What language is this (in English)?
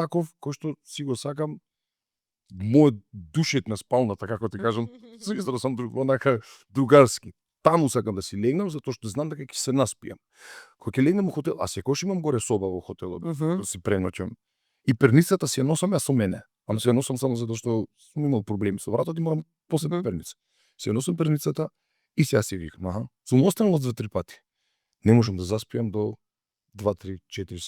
Macedonian